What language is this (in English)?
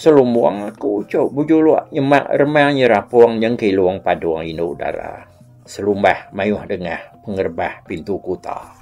Iban